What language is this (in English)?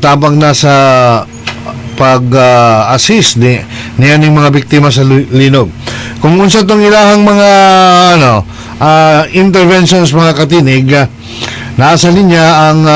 Cebuano